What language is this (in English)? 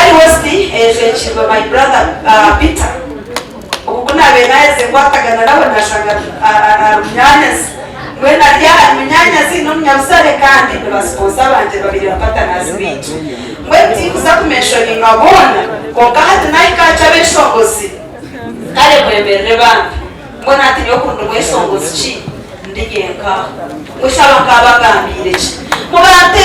Nyankole